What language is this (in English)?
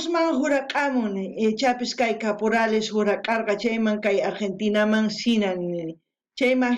South Bolivian Quechua